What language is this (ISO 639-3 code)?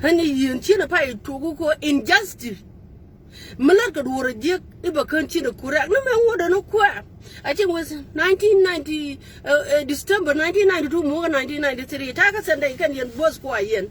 nus